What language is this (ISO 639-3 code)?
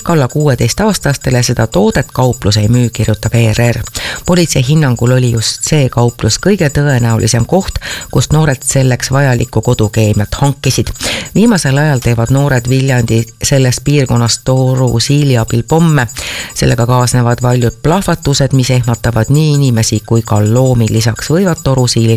est